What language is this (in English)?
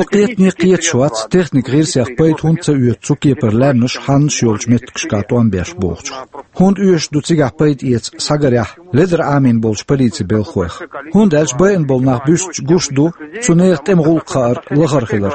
Chechen